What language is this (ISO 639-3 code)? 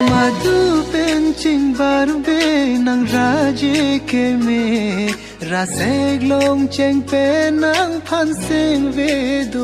mjw